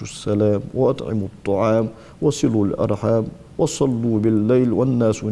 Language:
Ingush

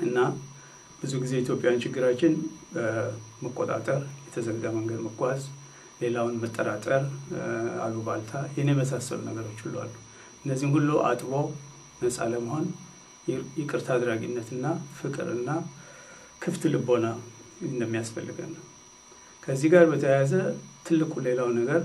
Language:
Amharic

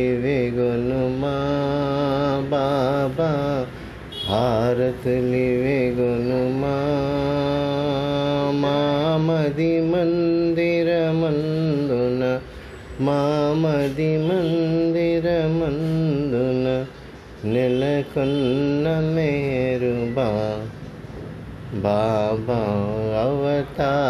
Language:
Telugu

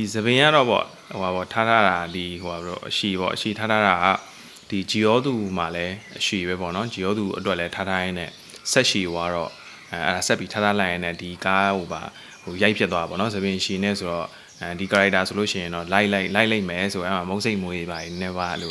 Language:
Burmese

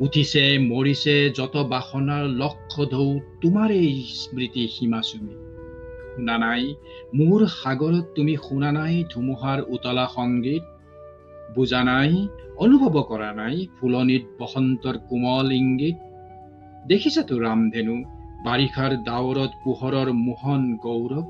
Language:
Assamese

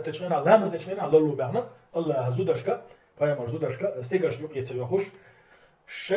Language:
Chechen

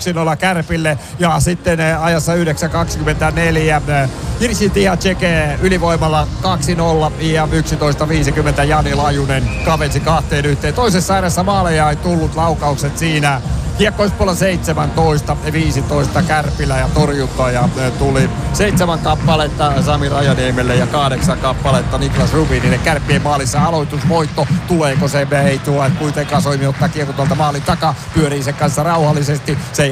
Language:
Finnish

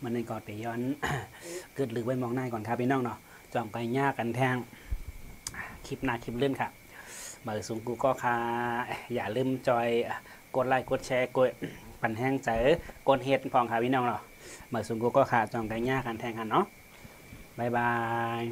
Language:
Shan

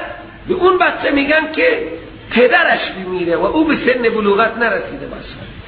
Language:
Persian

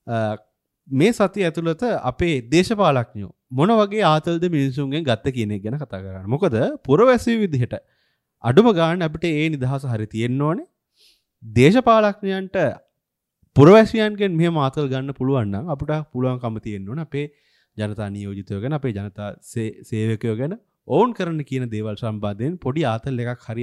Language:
Sinhala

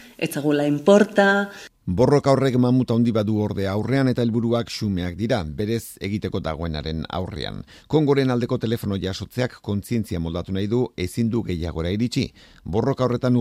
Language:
Basque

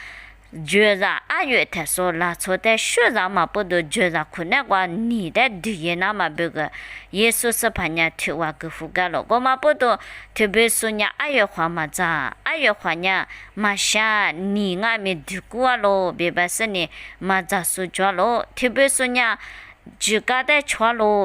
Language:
Lisu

